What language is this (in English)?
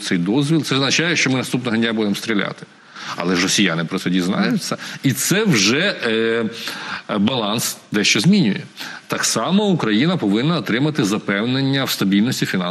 Ukrainian